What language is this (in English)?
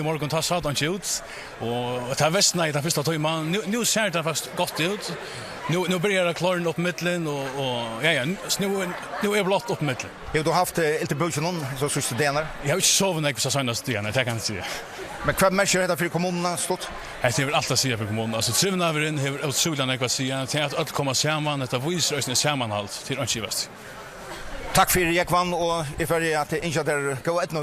Faroese